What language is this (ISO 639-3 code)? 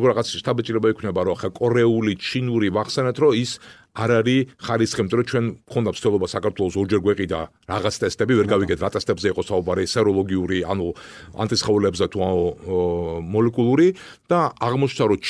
kat